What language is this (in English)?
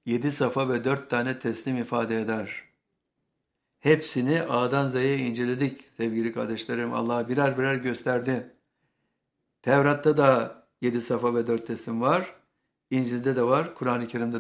Turkish